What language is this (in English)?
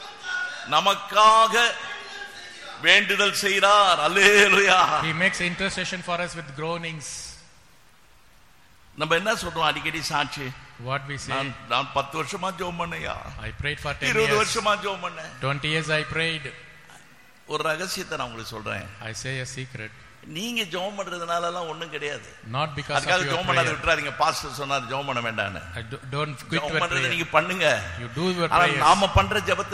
Tamil